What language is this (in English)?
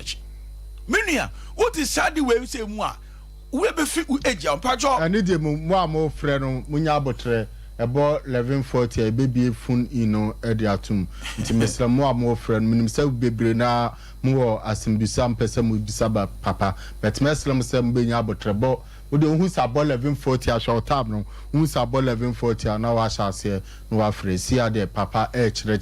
Akan